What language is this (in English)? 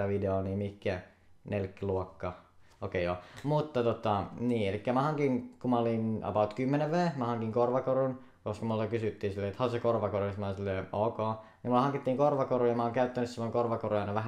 Finnish